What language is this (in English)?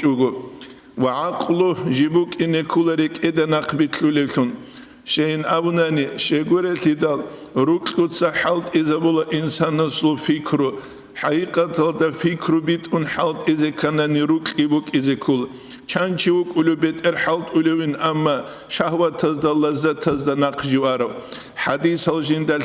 Avaric